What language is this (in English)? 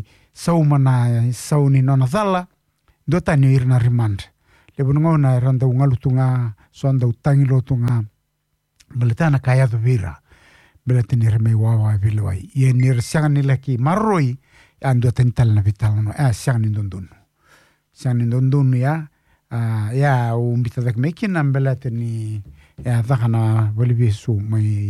Fijian